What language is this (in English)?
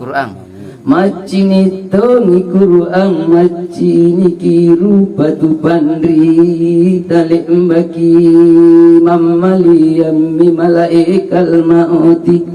Makasar